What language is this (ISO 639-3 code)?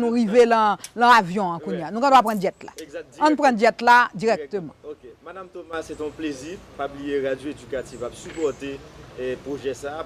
hat